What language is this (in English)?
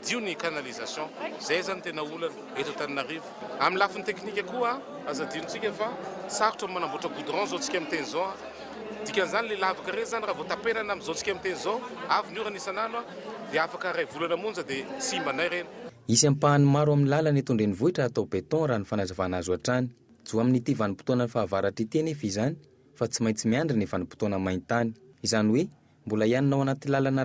Malagasy